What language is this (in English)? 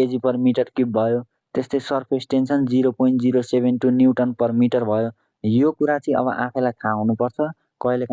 Nepali